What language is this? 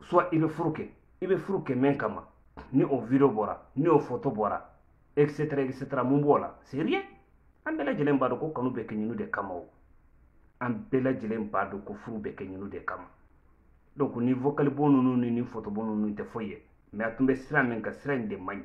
Bambara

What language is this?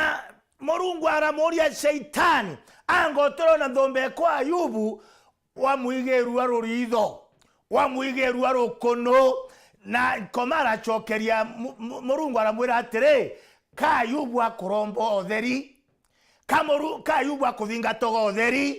Meru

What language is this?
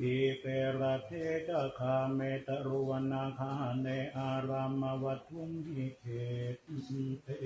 Pali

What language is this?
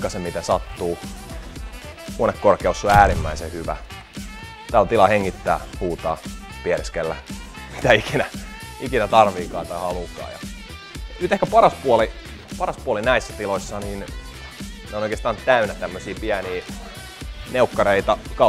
Finnish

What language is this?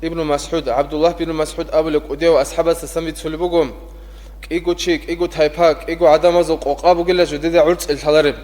Avaric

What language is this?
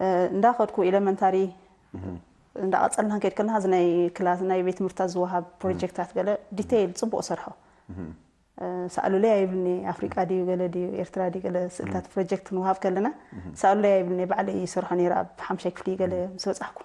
Tigrinya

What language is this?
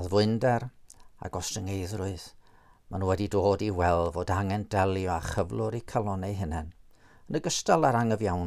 Welsh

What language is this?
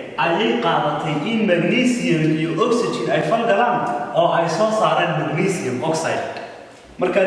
Somali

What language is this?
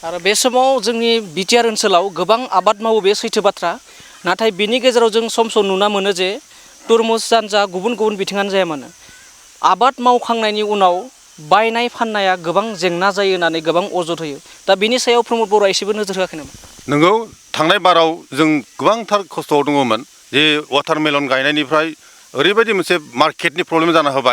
Bodo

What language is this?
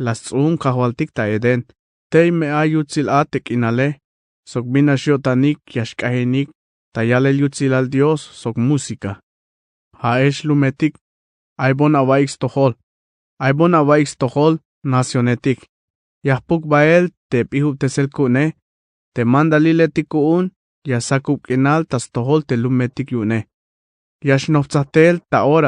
Tzeltal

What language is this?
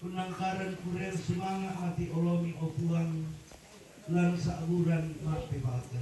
Toraja-Sa'dan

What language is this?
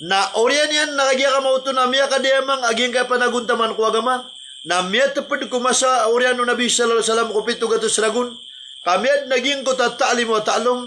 Maranao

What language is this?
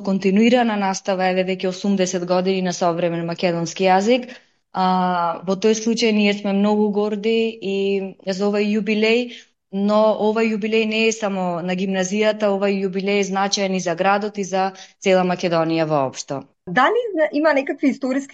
Macedonian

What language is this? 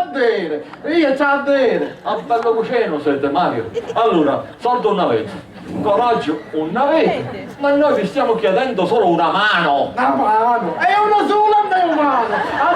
Sicilian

